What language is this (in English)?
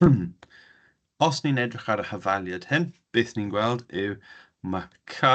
Welsh